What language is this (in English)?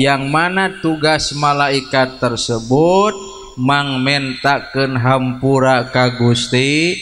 Sundanese